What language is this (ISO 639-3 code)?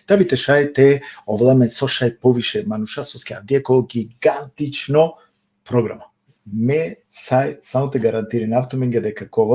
rmn